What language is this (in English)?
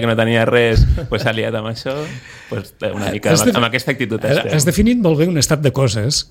Catalan